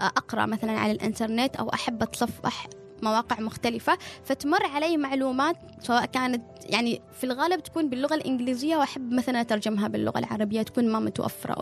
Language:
Gulf Arabic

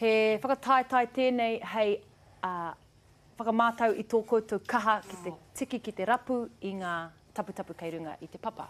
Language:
Māori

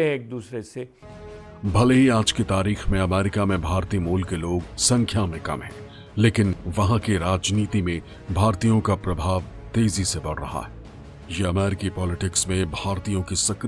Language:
Hindi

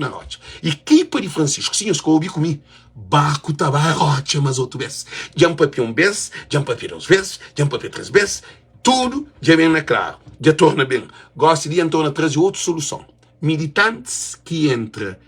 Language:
Kabuverdianu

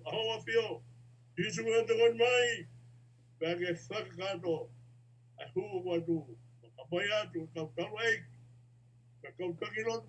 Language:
Tongan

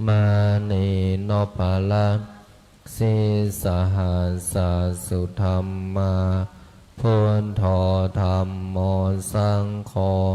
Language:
Pali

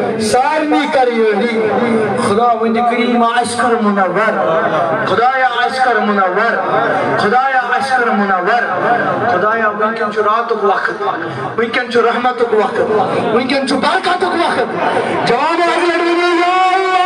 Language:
Kashmiri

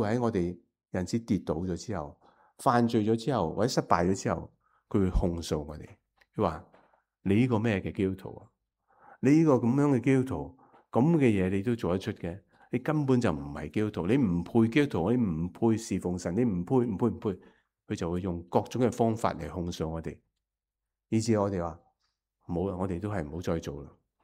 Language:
Cantonese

